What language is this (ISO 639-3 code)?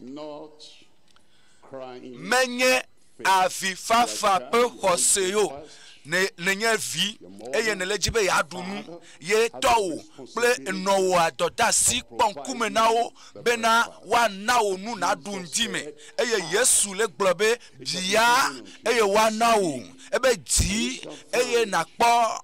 ewe